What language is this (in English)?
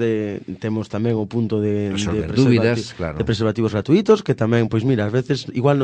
Galician